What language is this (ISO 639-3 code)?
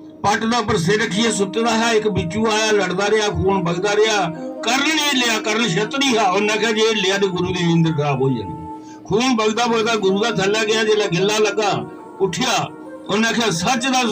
doi